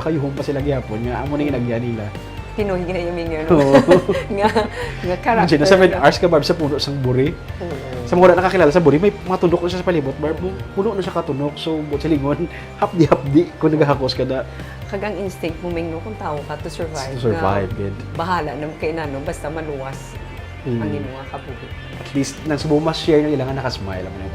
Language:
Hiligaynon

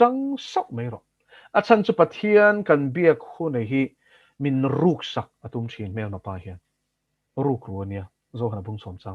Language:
Mizo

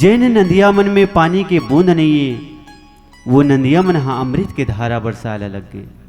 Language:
Chhattisgarhi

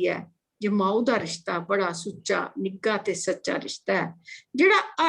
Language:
Dogri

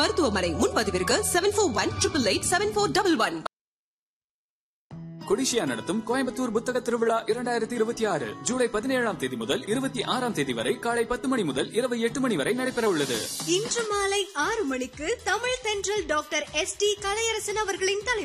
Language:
Tamil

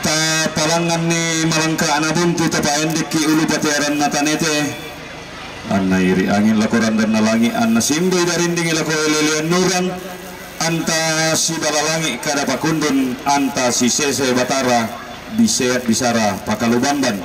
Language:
Toraja-Sa'dan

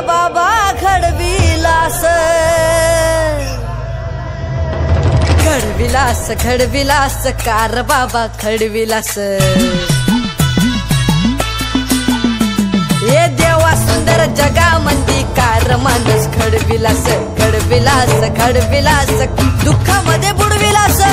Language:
Marathi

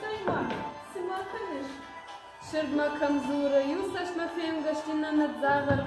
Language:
Ossetic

